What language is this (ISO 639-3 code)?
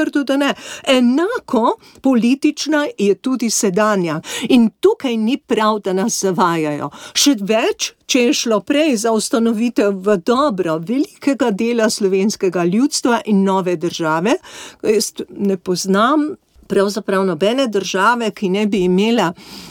slv